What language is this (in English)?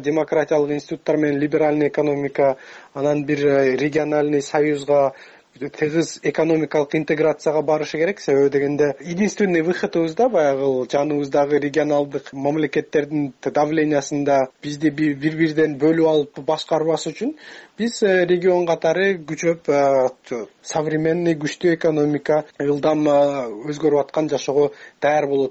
Kyrgyz